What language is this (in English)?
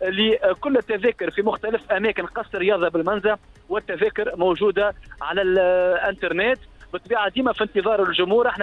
Tunisian Arabic